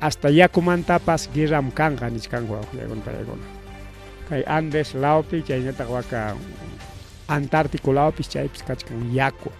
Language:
Ayacucho Quechua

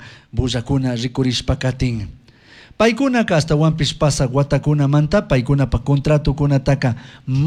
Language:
Chimborazo Highland Quichua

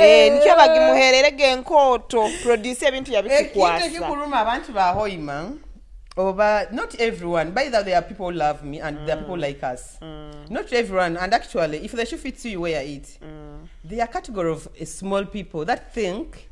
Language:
Nyoro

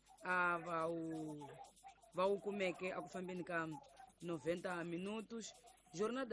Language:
Tsonga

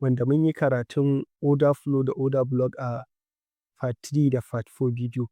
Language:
Hausa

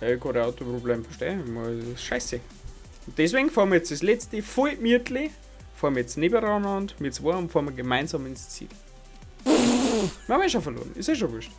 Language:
Bavarian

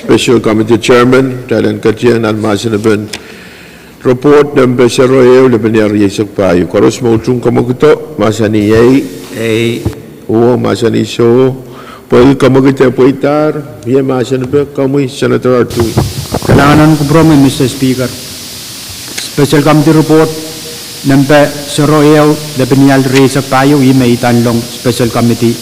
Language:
Pohnpeian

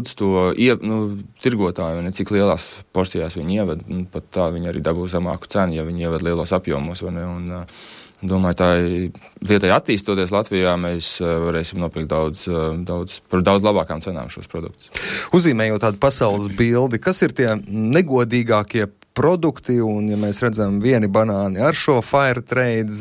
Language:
Latvian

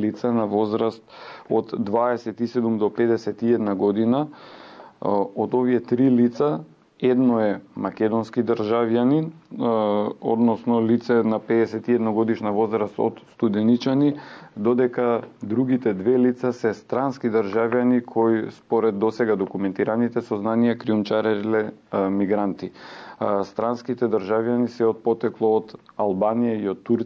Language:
Macedonian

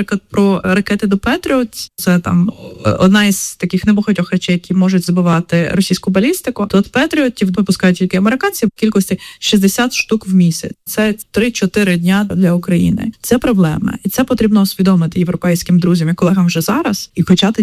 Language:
Ukrainian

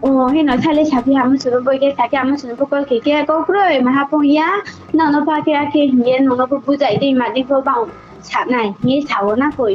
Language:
Riang (India)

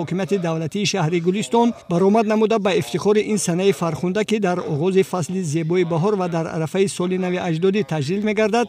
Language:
Tajik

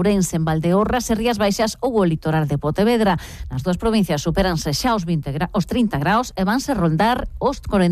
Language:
Galician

